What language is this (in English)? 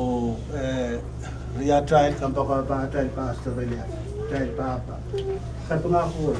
Pohnpeian